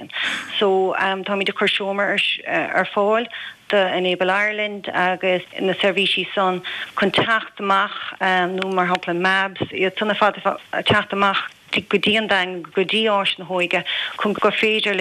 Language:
Irish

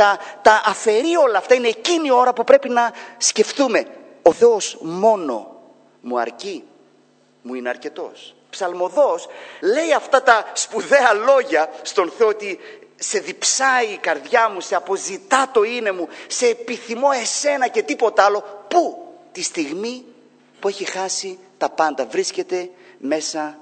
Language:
Greek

